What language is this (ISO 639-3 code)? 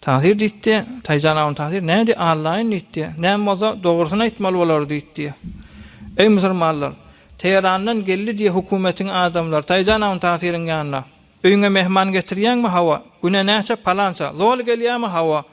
tuk